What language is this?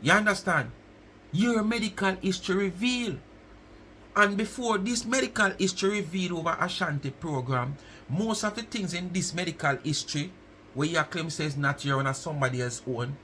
Jamaican Creole English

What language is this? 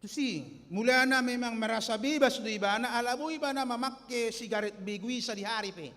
Batak Toba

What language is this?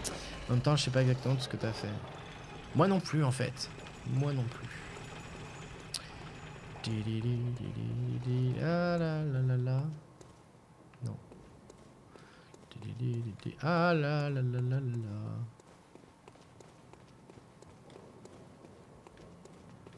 French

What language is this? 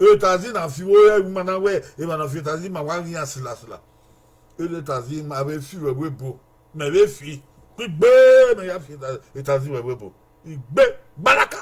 Bini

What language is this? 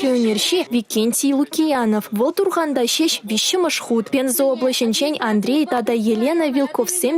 Chuvash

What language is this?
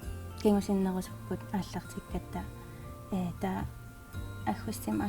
Kalaallisut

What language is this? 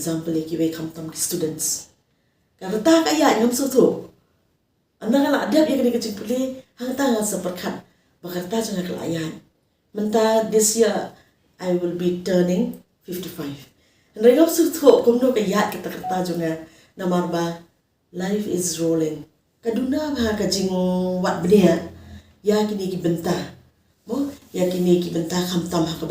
Khasi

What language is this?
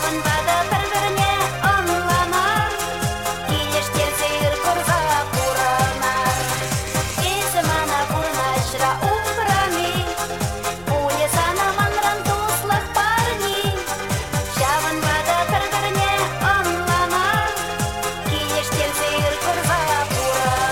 Chuvash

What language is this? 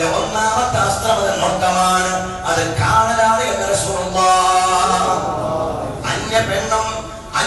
Malayalam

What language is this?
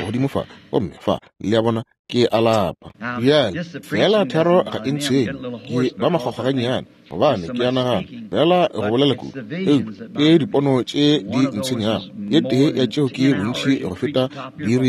Northern Sotho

